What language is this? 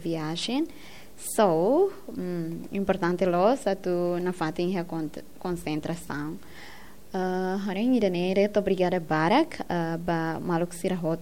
Tetum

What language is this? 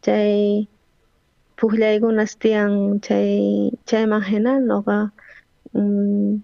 South Bolivian Quechua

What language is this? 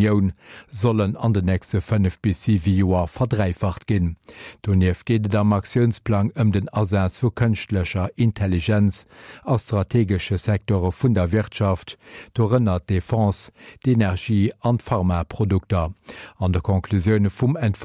Luxembourgish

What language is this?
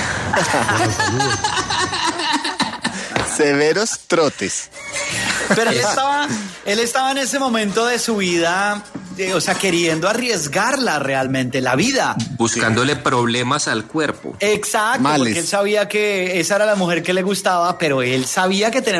Spanish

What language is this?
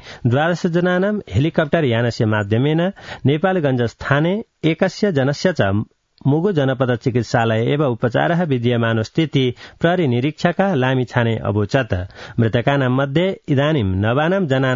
Sanskrit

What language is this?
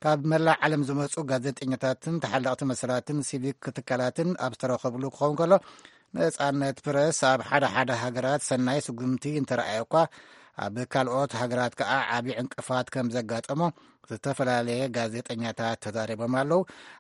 Tigrinya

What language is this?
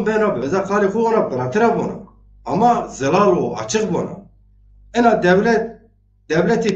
Zaza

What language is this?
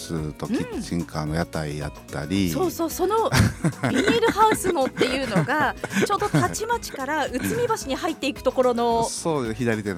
Japanese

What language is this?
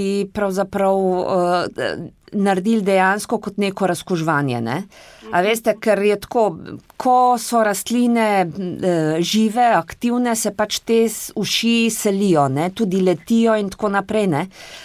Slovenian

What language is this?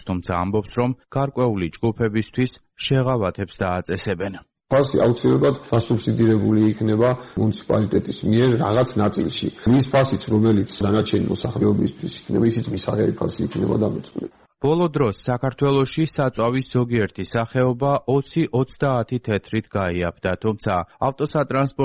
Georgian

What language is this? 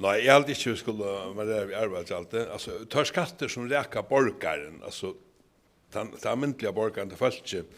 Faroese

